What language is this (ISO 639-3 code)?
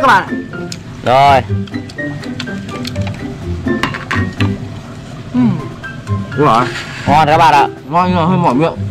vie